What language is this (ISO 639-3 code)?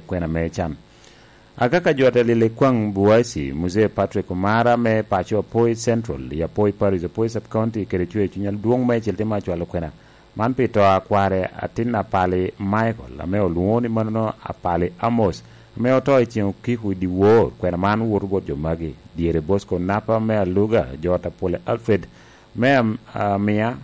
laj